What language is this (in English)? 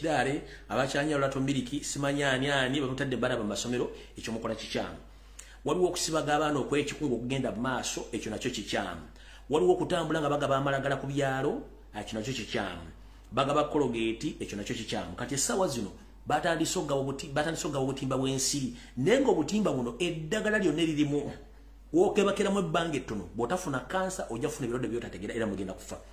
Ganda